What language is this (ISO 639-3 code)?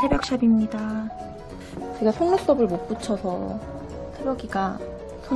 kor